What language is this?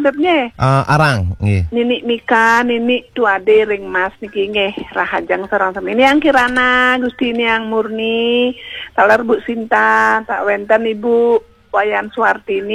Balinese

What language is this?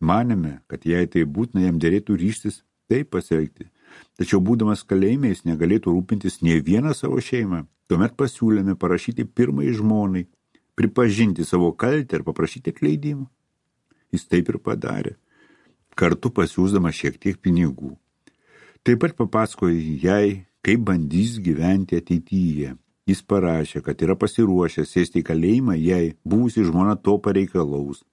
Lithuanian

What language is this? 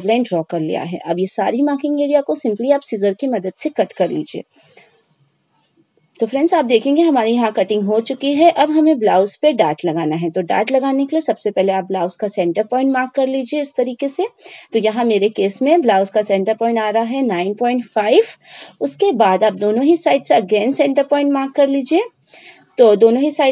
Hindi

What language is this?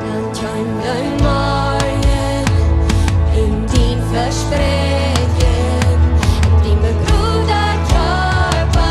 Plautdietsch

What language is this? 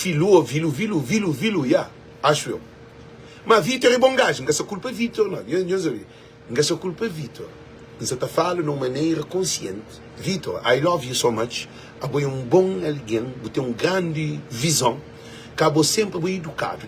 Kabuverdianu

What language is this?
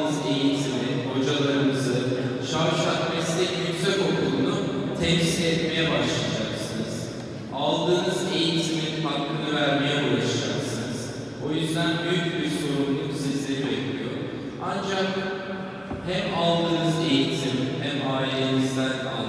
Turkish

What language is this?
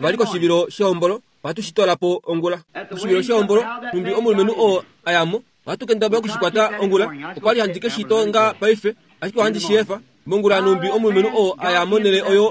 Kuanyama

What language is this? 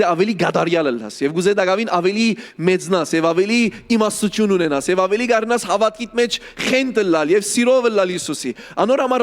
Western Armenian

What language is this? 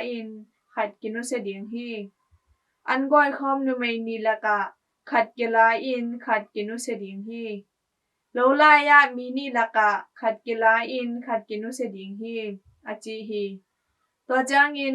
Tedim Chin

